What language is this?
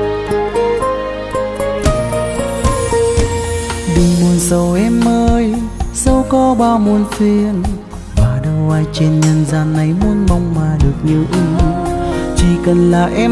Vietnamese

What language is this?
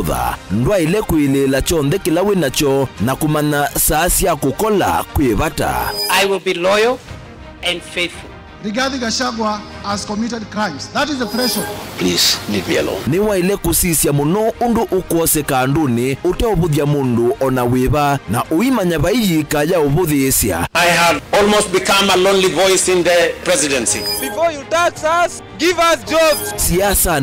Kamba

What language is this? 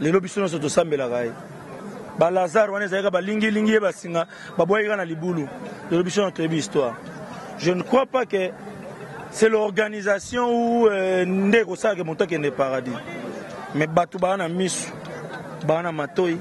Lingala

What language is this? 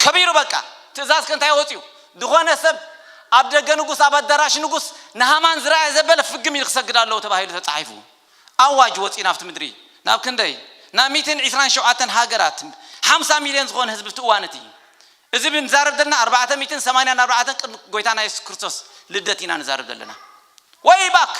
Tigrinya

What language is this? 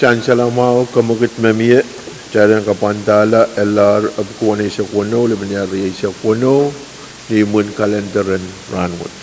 Pohnpeian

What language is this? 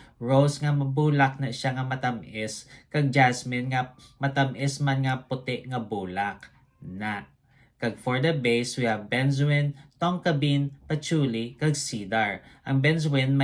Hiligaynon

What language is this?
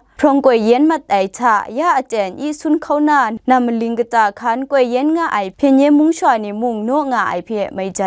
Kachin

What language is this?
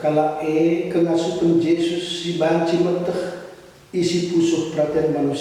Batak Karo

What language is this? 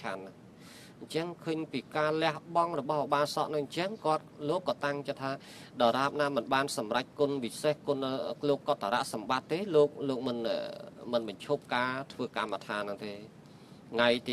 Khmer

